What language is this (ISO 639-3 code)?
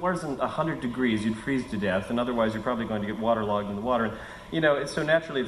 eng